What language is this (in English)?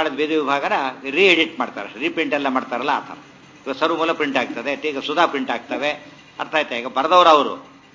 Kannada